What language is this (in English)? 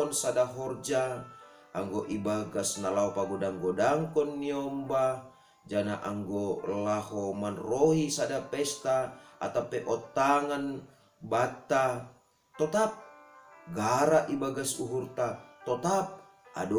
Batak Simalungun